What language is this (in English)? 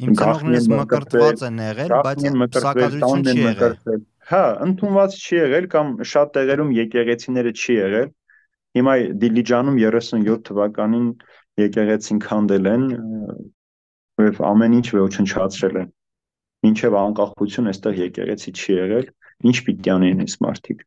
Armenian